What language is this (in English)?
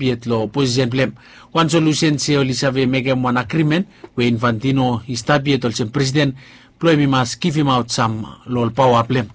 Bislama